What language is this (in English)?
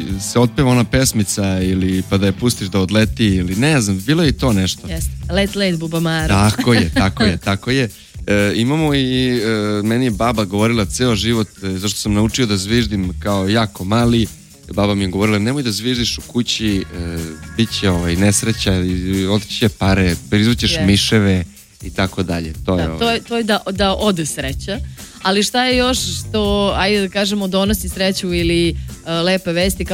Serbian